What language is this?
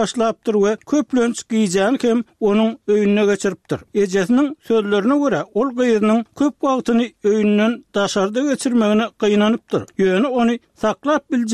Turkmen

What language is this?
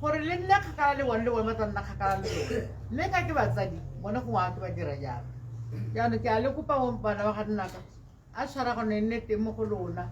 Tswana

